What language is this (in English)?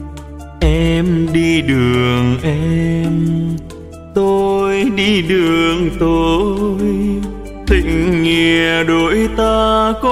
Vietnamese